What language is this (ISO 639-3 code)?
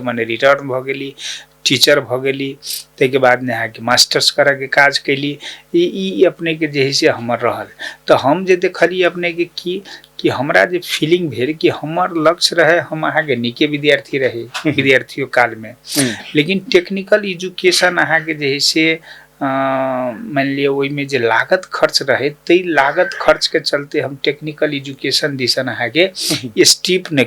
mai